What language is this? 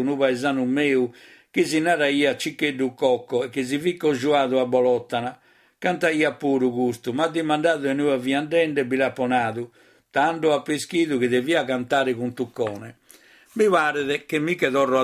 Sardinian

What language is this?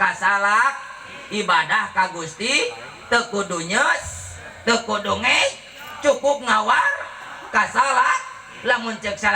Sundanese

